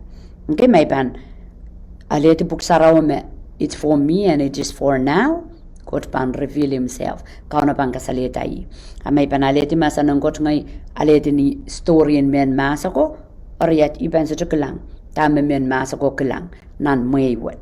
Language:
Pohnpeian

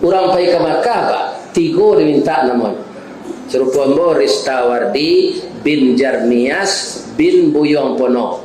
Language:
Minangkabau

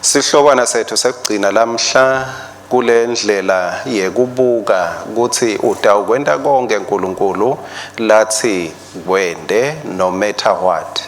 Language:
Swati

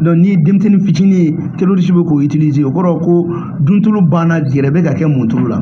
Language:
Bambara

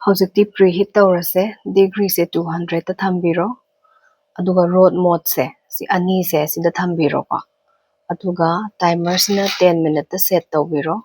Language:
Manipuri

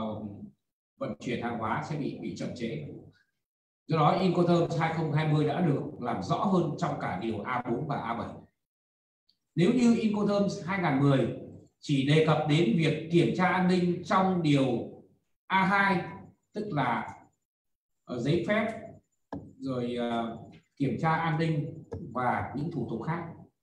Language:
Vietnamese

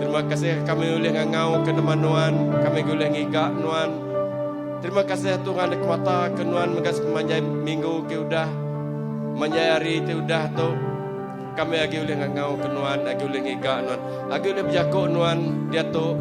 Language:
Iban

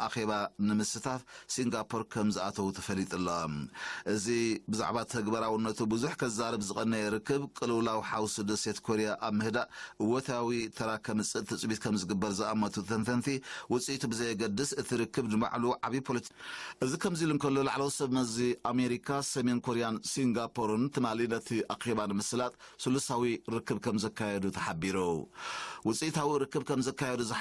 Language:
Tigrinya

